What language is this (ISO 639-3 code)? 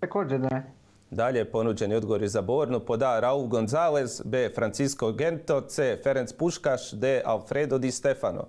hrv